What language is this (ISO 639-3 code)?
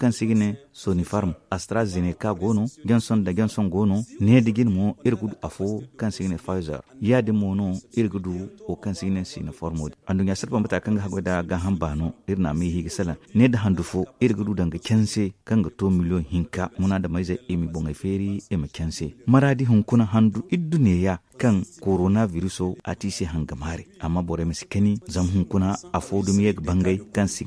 dje